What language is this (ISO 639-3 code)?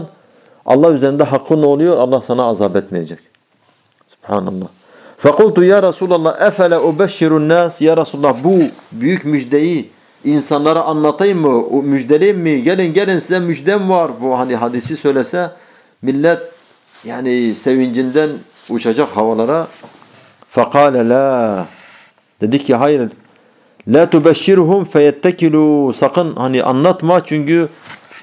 tur